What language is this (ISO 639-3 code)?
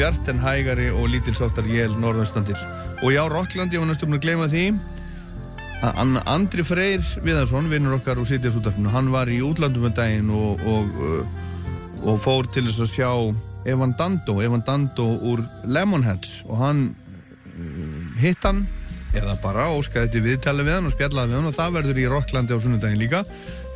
isl